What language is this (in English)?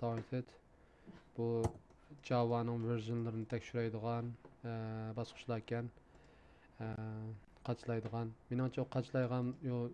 Uyghur